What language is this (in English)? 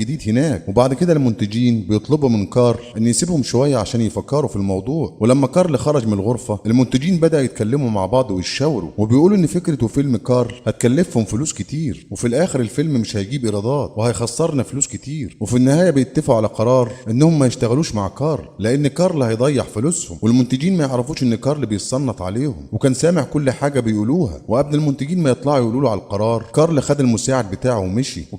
Egyptian Arabic